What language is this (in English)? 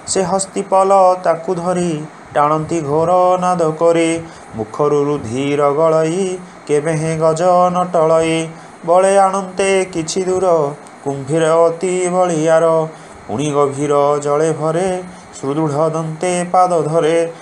Odia